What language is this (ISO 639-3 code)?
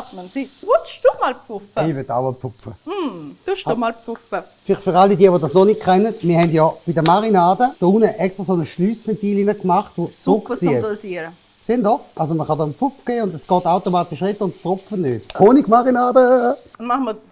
gsw